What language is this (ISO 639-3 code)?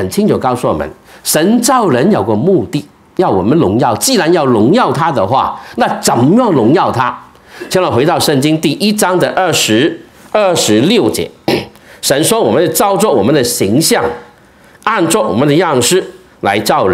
zho